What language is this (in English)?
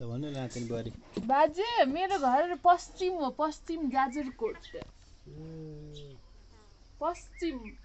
Nepali